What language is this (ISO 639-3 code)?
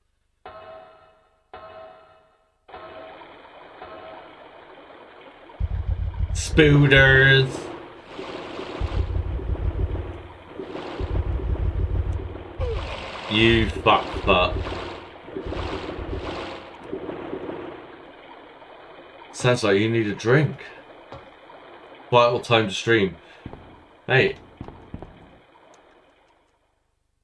eng